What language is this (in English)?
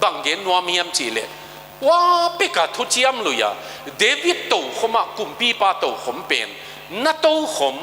Tedim Chin